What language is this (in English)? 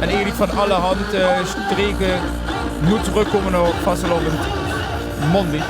Limburgish